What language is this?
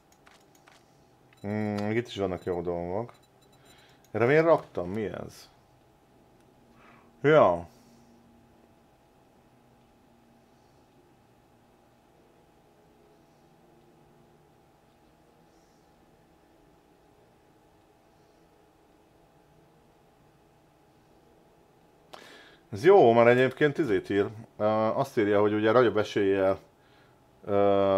Hungarian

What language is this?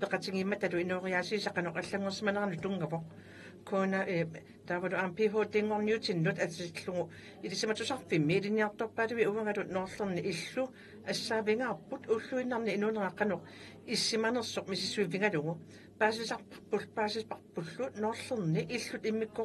Kalaallisut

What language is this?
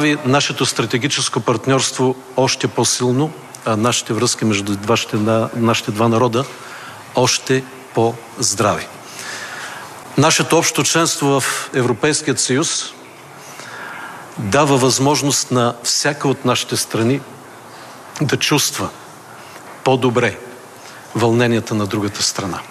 Bulgarian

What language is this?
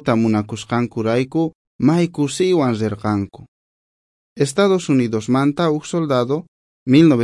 South Bolivian Quechua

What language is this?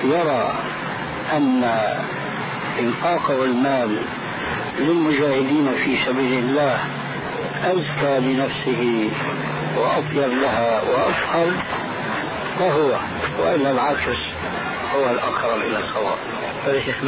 Arabic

